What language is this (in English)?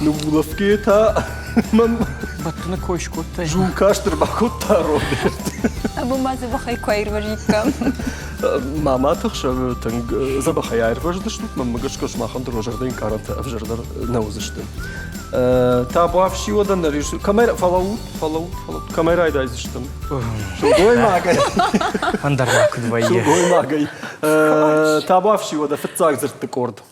Ossetic